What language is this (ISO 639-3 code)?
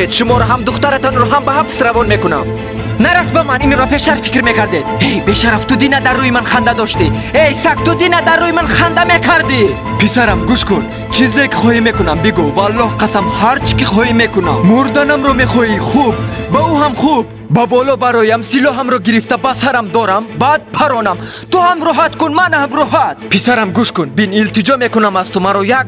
tgk